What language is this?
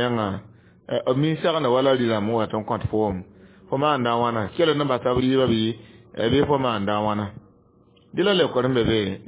Mossi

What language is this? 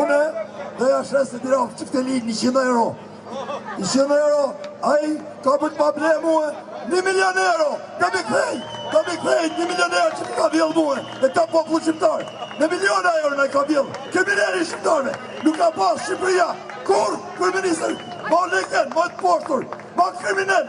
Albanian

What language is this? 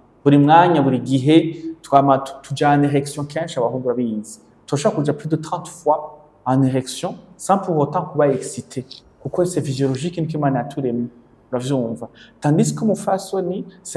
Rundi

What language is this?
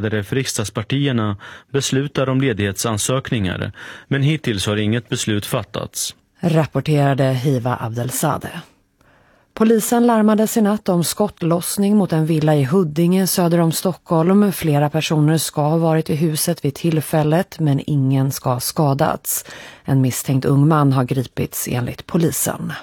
Swedish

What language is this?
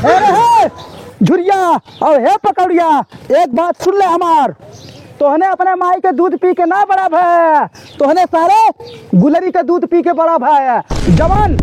Awadhi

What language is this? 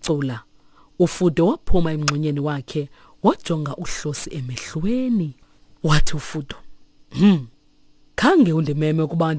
Xhosa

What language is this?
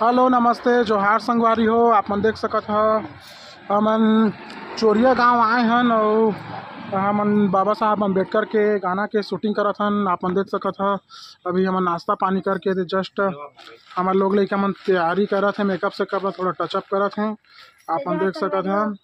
Chhattisgarhi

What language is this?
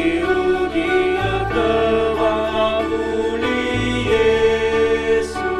Nias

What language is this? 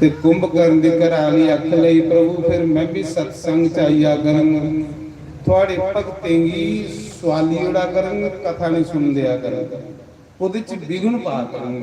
Dogri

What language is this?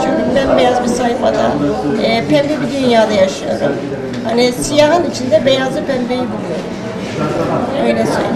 Turkish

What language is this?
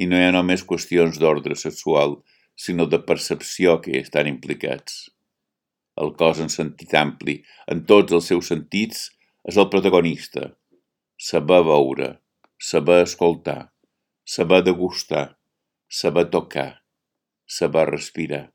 Catalan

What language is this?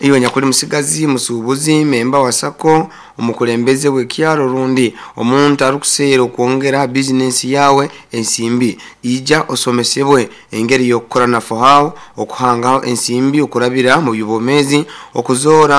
Nyankole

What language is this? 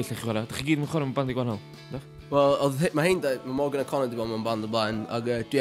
Welsh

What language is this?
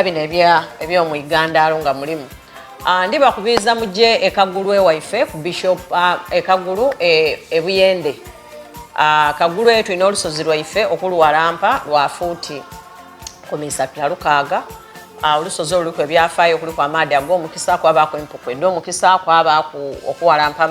Soga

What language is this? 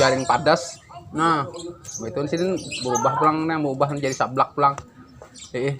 Banjar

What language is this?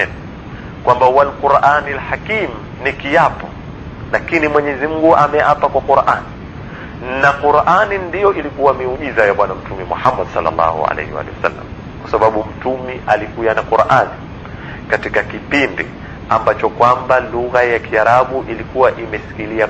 Swahili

